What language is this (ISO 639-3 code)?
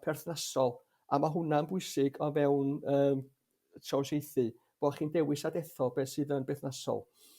cym